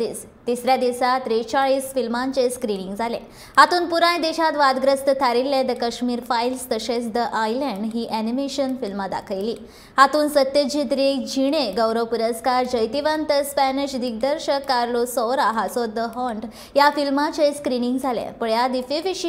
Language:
Konkani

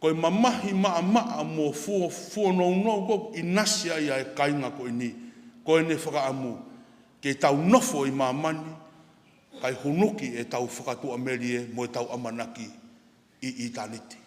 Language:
Tongan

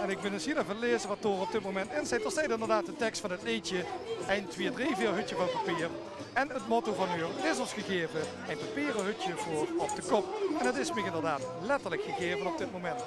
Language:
Limburgish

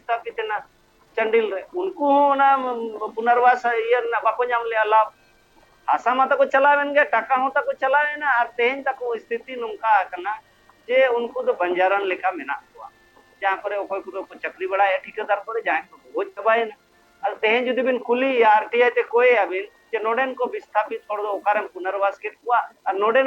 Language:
Santali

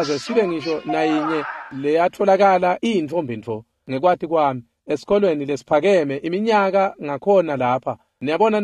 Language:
Swati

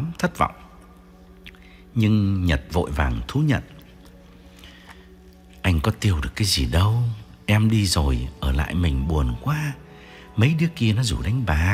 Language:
Vietnamese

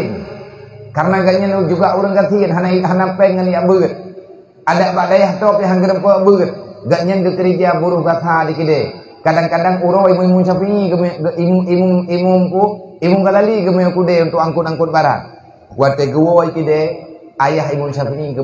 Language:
Achinese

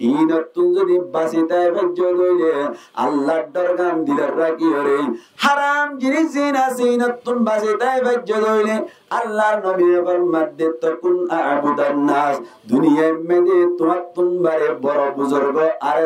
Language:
Rohingya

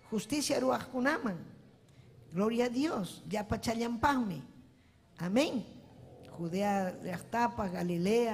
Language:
Ayacucho Quechua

